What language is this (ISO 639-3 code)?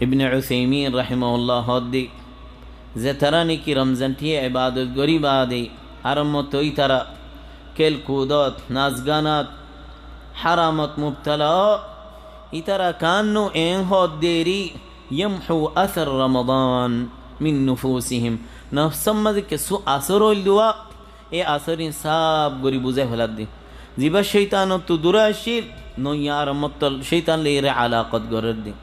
rhg